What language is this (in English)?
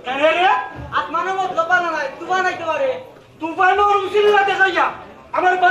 Sylheti